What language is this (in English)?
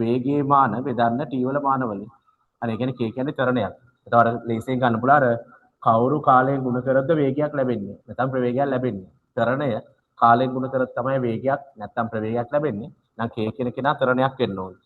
Sinhala